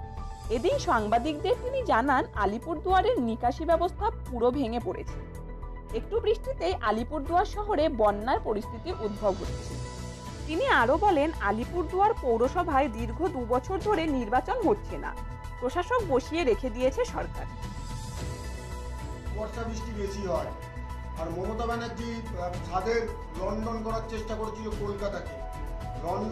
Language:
Bangla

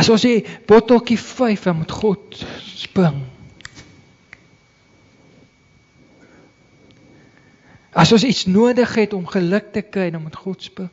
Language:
Afrikaans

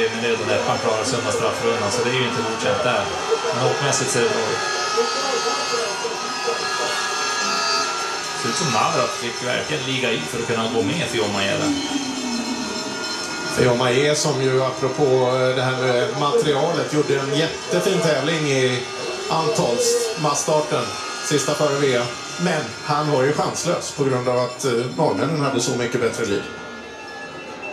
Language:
Swedish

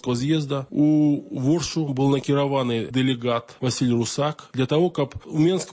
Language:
Belarusian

